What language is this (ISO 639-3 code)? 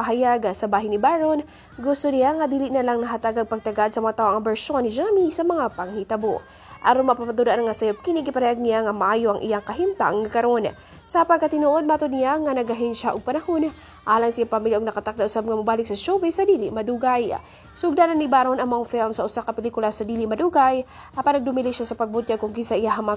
ceb